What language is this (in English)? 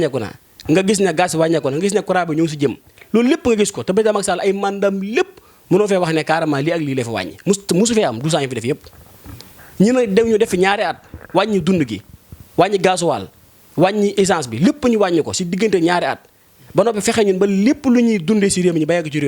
Wolof